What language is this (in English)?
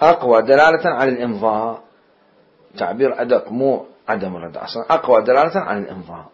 Mesopotamian Arabic